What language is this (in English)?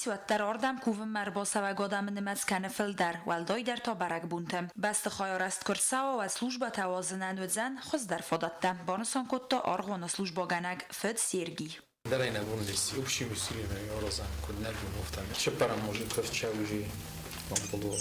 Ossetic